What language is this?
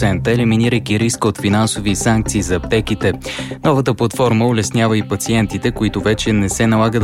Bulgarian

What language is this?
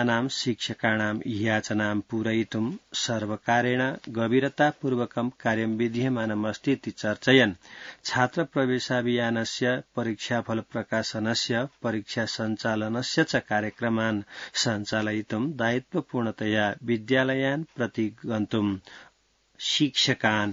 Sanskrit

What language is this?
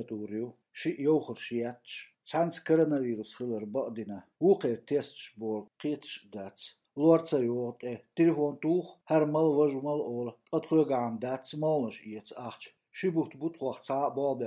Chechen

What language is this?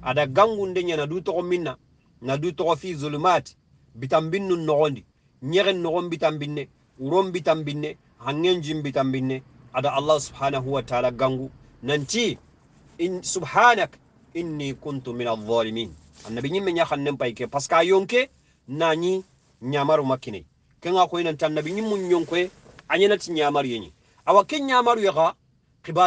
Soninke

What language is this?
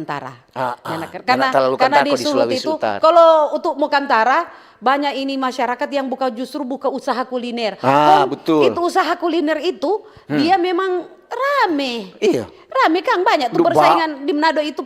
Manado Malay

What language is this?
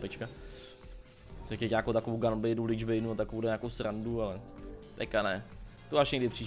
Czech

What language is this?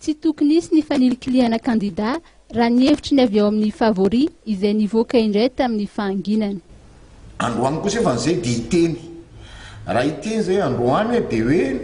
Malagasy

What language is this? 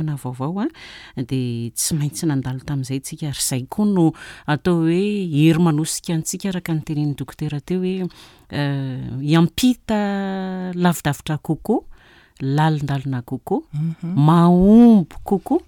Malagasy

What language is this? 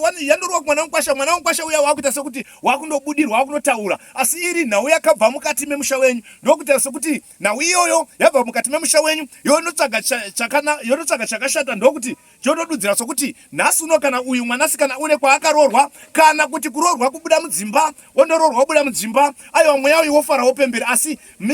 Shona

